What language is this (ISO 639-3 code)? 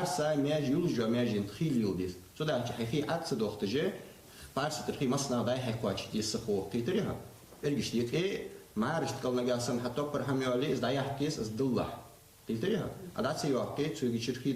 inh